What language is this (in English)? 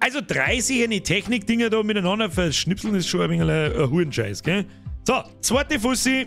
Bavarian